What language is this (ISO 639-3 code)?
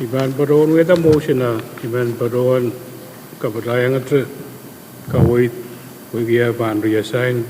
pon